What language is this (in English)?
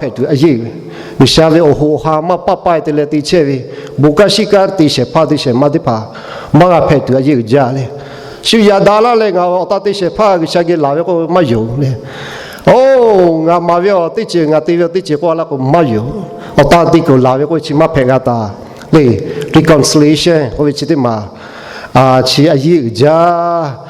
Lahu